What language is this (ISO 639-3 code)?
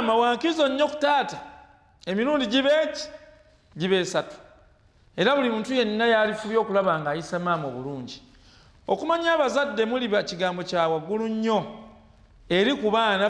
lug